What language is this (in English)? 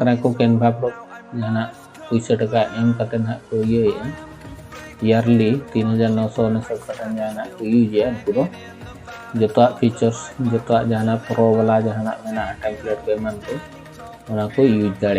Santali